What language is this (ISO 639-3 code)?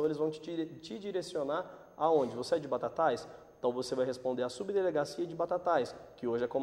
por